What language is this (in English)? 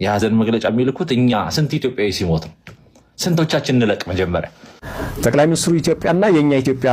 Amharic